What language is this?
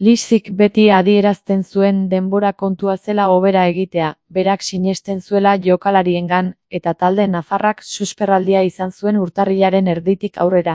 Basque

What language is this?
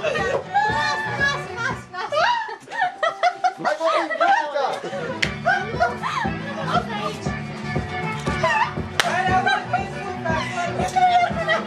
Romanian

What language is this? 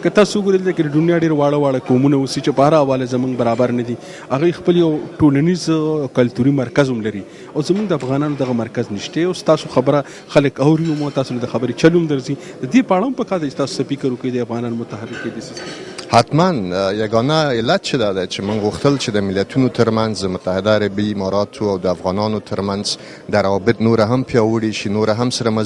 Pashto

